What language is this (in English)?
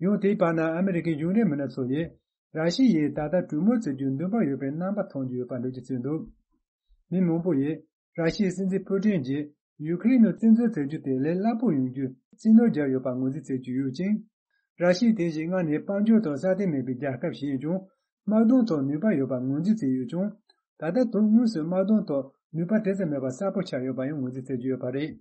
Tibetan